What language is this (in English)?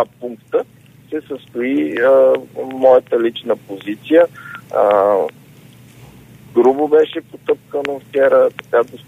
Bulgarian